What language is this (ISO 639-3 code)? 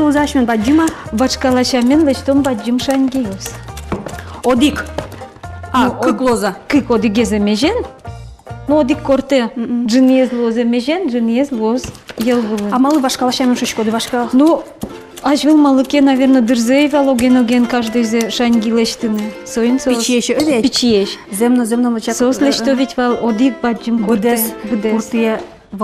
udm